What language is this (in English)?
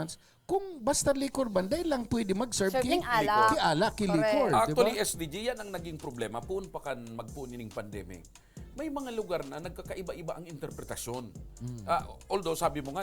Bikol